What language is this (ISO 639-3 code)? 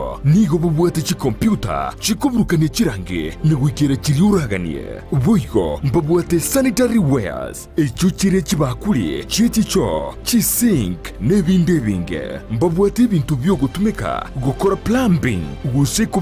guz